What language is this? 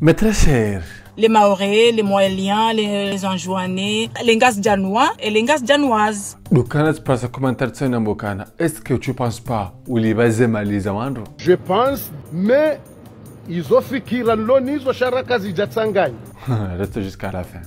Ngazidja Comorian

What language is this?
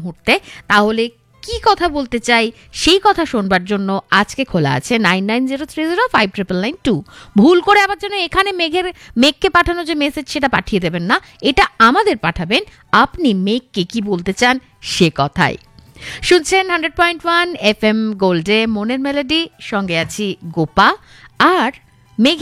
Bangla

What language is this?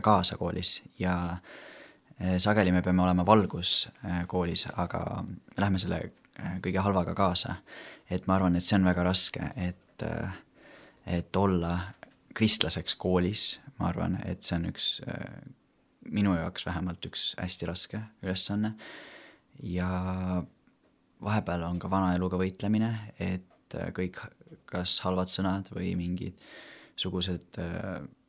Estonian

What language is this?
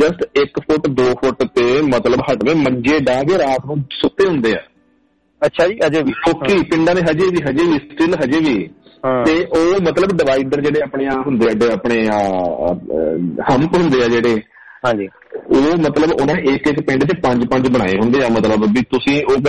Punjabi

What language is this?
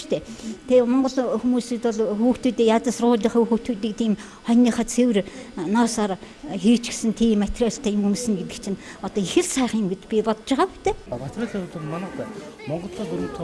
Mongolian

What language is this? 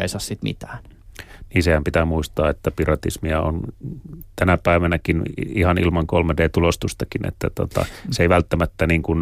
Finnish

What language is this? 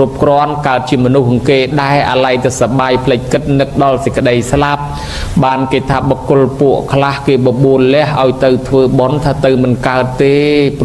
Khmer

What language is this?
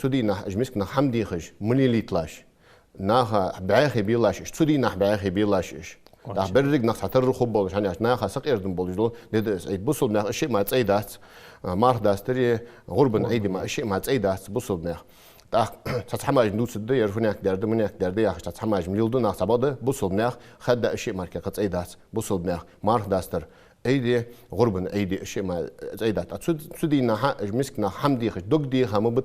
Ingush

